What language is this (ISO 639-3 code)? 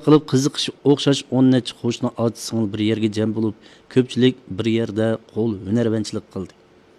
uig